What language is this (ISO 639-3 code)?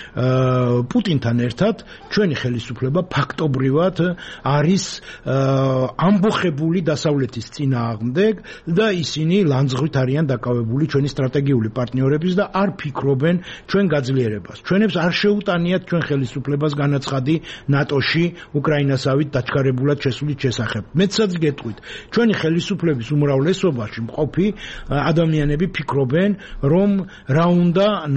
kat